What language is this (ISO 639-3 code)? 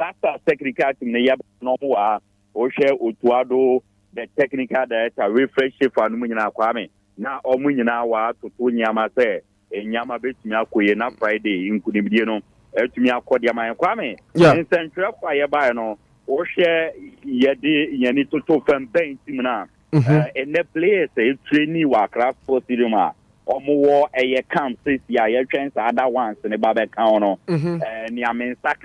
aka